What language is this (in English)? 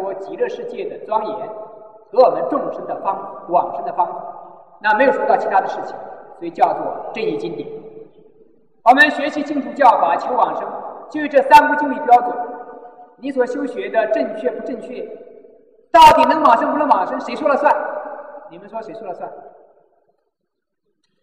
Chinese